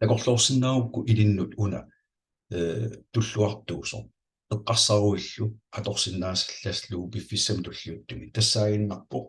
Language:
Kalaallisut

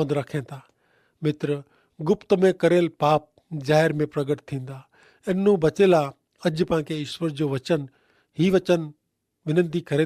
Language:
Kachhi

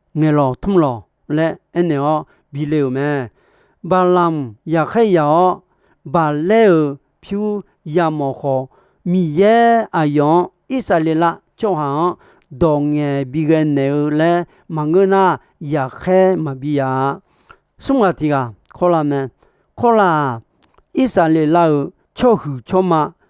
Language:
Akha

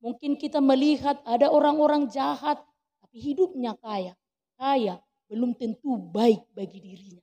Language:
Batak Toba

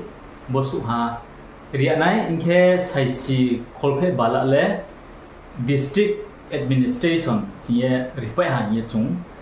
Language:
Riang (India)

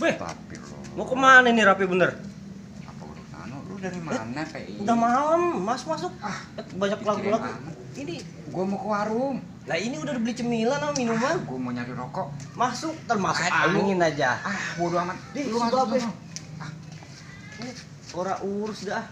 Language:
Betawi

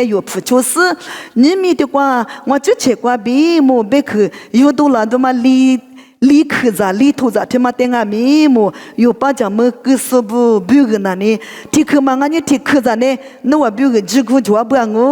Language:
Lisu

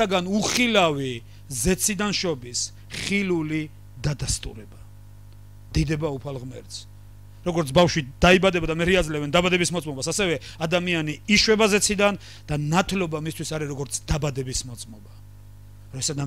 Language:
Georgian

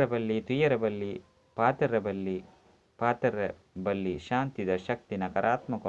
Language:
Tulu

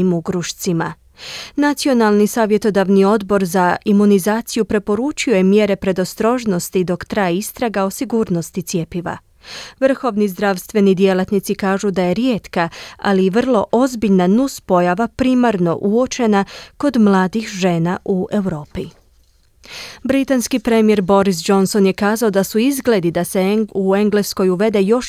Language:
Croatian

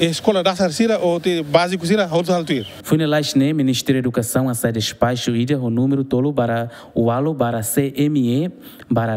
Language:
Tetum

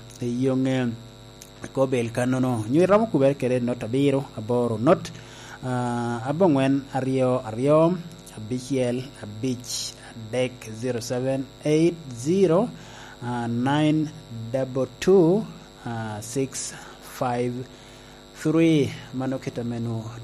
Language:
Lango (Uganda)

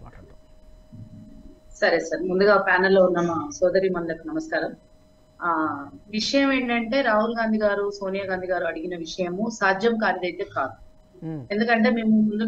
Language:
Telugu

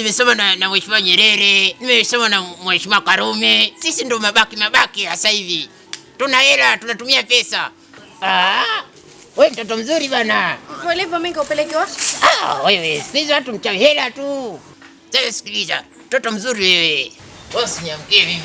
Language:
Swahili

